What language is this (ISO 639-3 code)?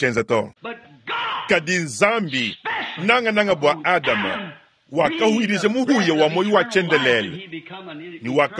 lua